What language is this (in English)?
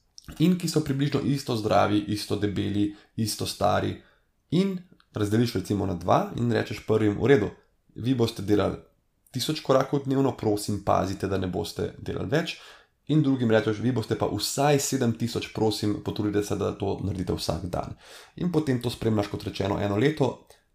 Slovenian